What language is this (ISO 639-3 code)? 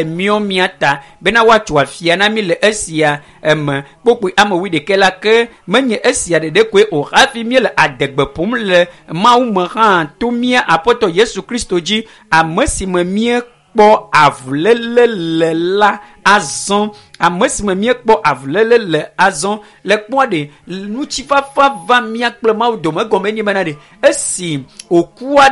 ewe